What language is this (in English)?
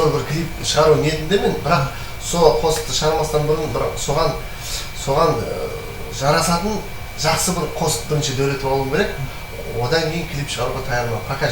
Kara-Kalpak